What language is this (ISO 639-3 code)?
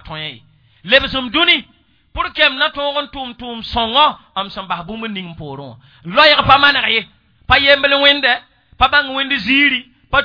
mos